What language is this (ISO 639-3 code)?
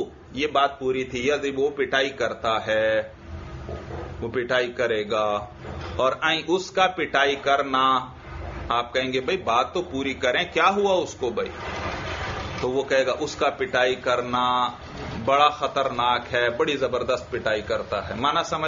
urd